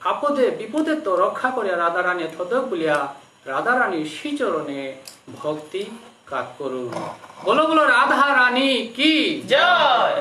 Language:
Bishnupriya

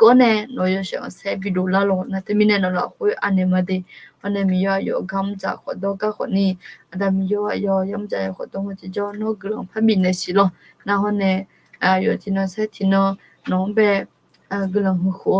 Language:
Akha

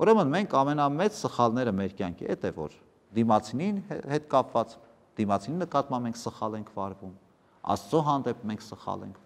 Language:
Armenian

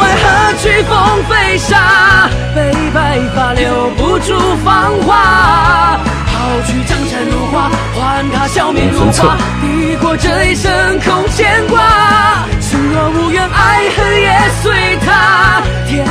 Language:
Chinese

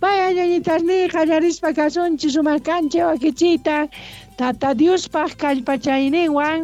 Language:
Quechua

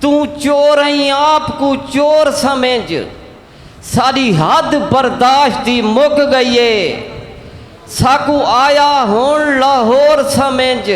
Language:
Saraiki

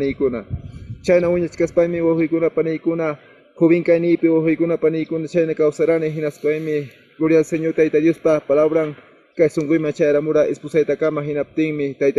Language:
Ayacucho Quechua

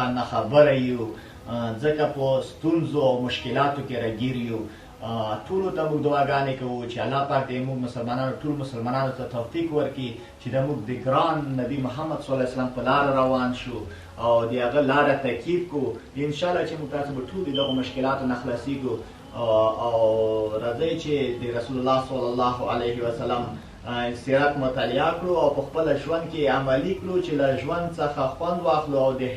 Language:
Pashto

